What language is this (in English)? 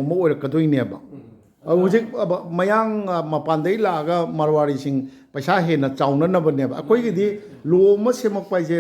Manipuri